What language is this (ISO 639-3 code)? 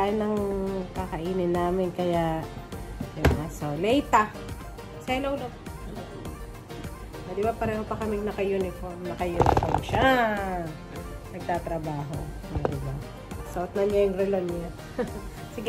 fil